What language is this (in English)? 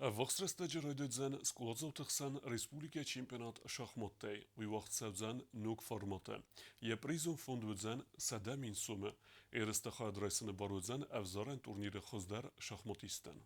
Ossetic